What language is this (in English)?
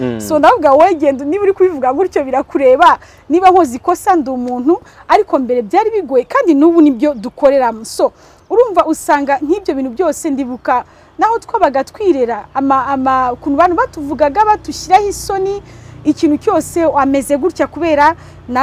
Kinyarwanda